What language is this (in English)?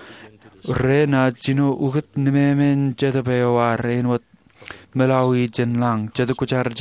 Marshallese